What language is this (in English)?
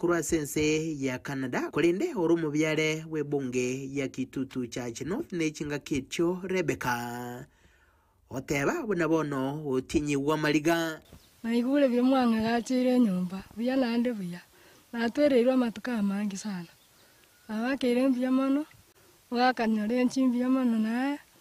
Gusii